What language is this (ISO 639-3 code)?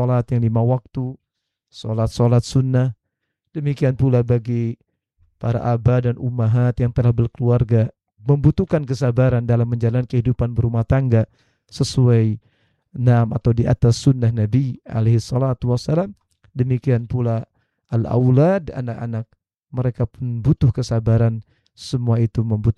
ind